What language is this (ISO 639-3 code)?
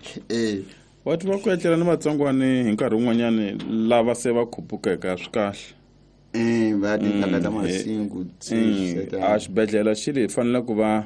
tso